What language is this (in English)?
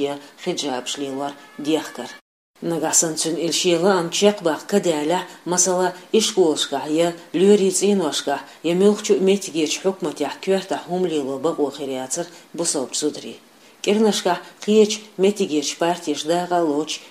Chechen